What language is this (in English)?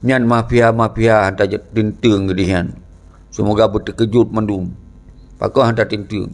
Achinese